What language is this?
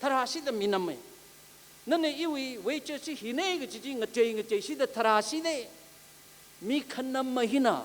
Tangkhul Naga (India)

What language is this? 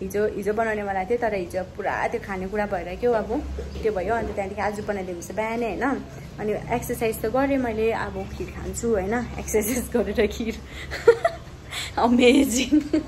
Nepali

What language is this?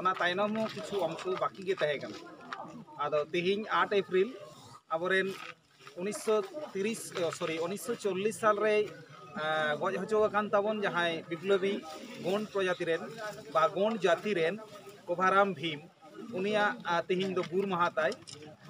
Santali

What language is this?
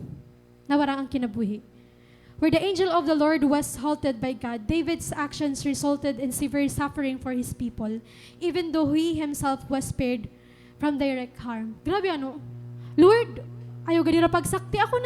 Waray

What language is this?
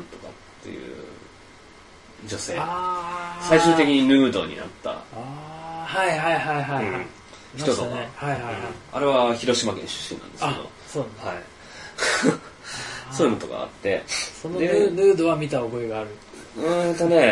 Japanese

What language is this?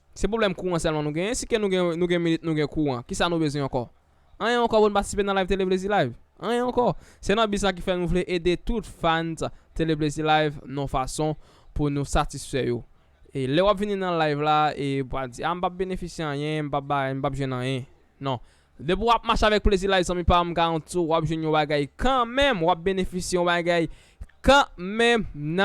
Haitian Creole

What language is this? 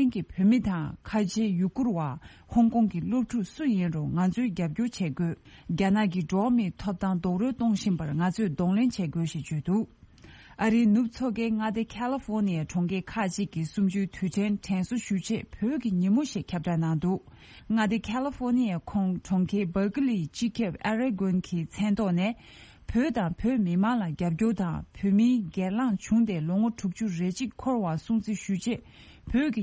Tibetan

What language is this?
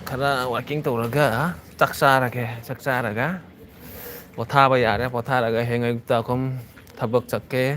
Manipuri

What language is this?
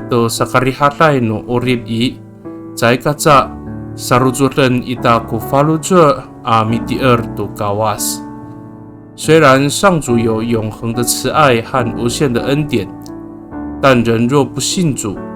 Amis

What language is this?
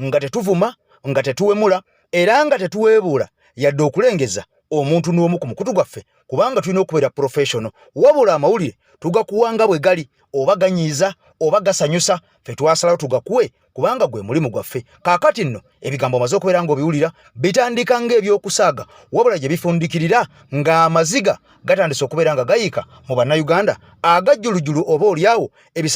Ganda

